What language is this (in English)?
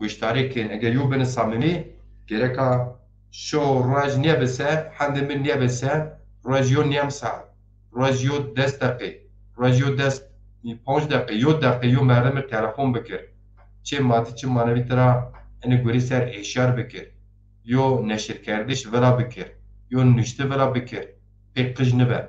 Zaza